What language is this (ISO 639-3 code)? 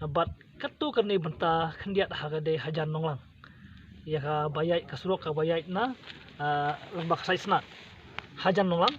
kha